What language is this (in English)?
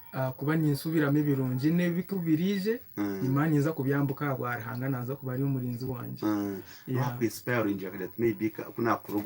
Nyankole